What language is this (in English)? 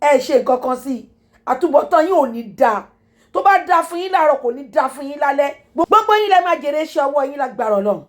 Yoruba